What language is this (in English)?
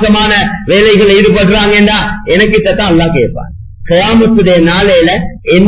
Tamil